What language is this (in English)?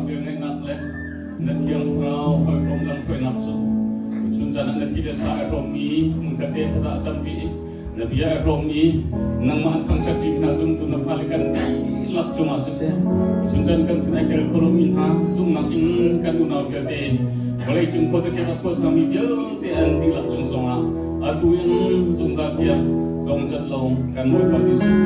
Hakha Chin